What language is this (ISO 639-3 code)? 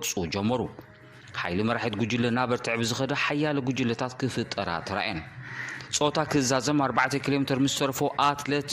tir